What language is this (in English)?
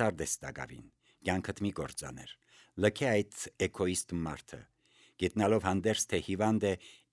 Armenian